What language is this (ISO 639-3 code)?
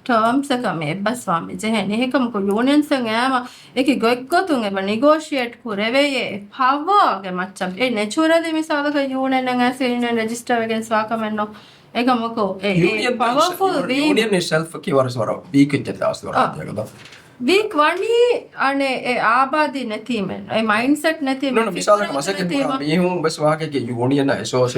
div